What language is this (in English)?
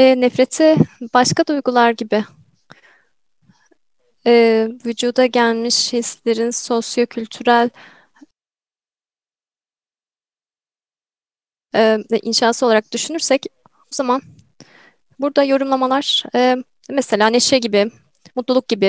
Turkish